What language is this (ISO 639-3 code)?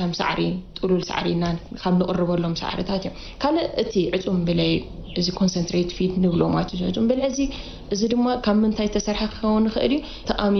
tir